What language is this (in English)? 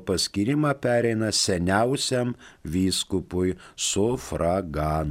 Lithuanian